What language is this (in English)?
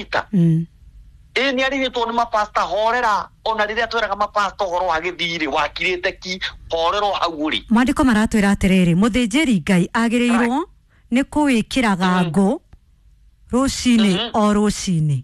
Kikuyu